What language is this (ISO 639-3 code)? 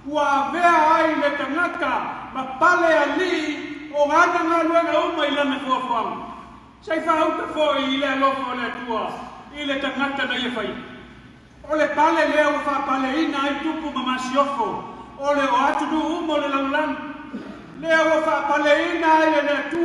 smo